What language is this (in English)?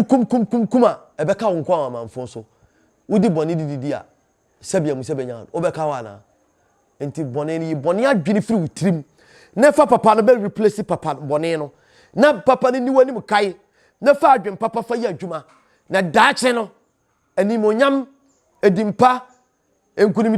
Akan